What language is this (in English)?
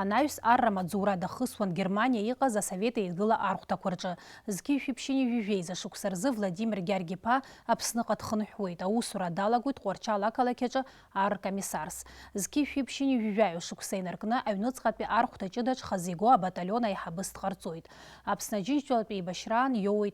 Abkhazian